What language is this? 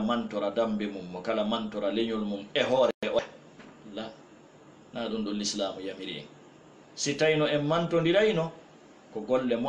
Fula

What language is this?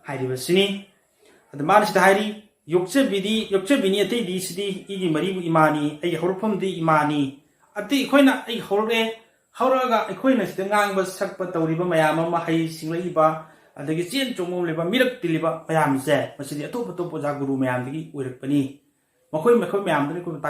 Manipuri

